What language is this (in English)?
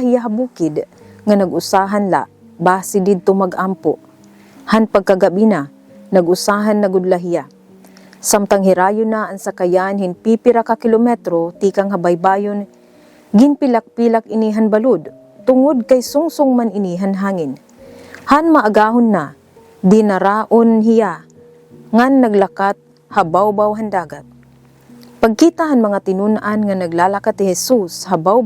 Waray